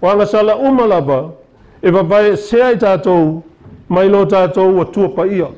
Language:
Samoan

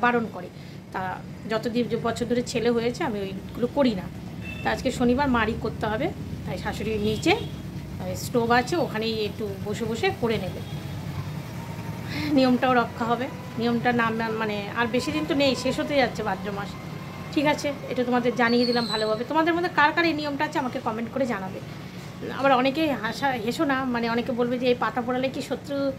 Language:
Bangla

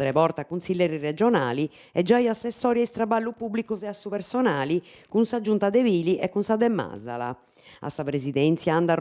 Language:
Sardinian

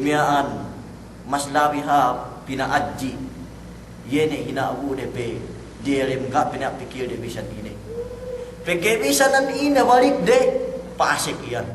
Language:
Yakan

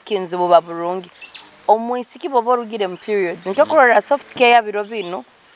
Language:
Nyoro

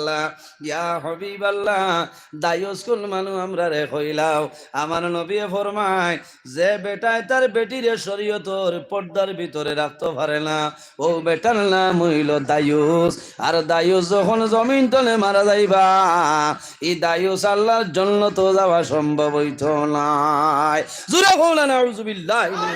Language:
Sylheti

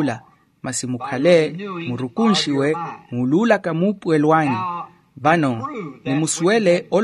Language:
Makhuwa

